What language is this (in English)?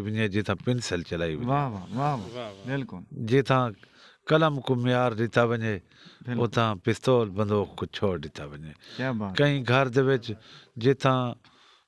Saraiki